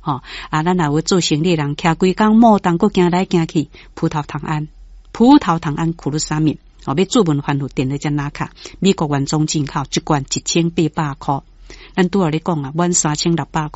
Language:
Min Nan Chinese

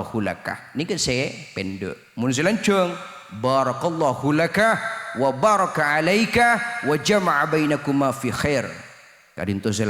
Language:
Madurese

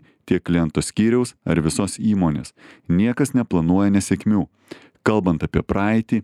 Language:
Lithuanian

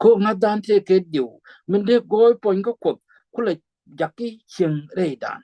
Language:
Nuer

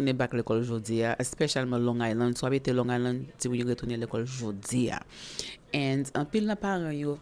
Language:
Haitian Creole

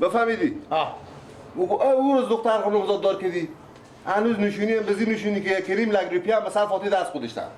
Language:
Persian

